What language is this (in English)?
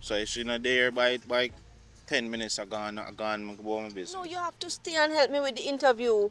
Jamaican Creole English